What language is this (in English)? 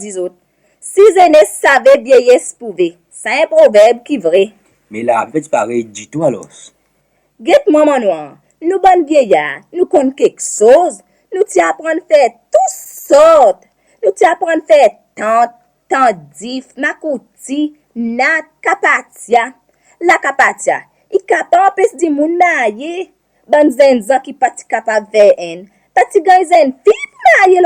Seselwa Creole French